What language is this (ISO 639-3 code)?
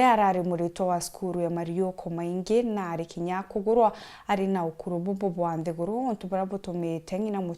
mer